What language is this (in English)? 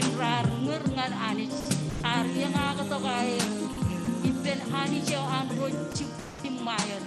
Marshallese